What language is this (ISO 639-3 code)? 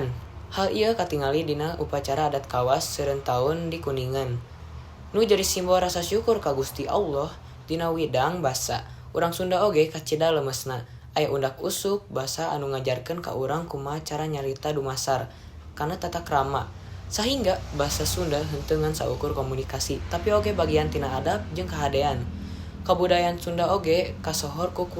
sun